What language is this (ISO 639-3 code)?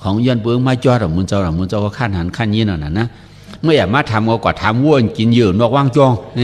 shn